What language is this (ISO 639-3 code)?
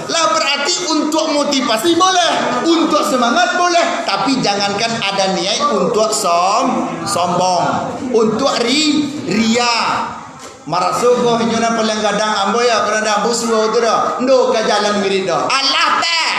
min